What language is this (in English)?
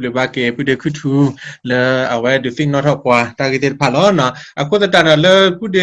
S'gaw Karen